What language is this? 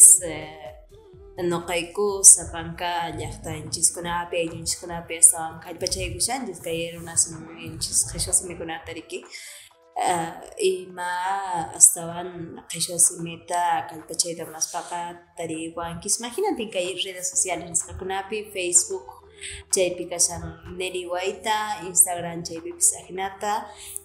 Quechua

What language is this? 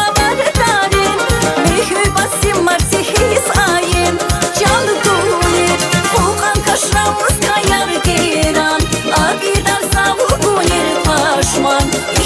Tabassaran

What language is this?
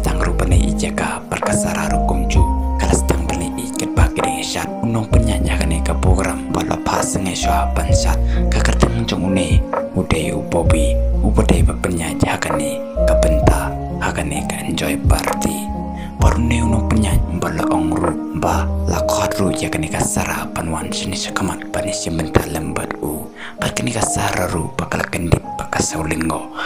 Khasi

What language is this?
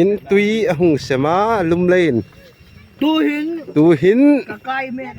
Hmar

